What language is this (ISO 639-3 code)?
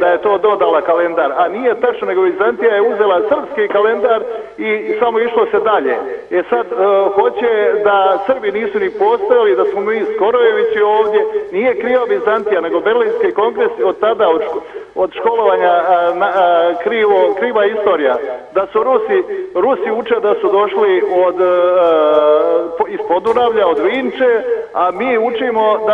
srp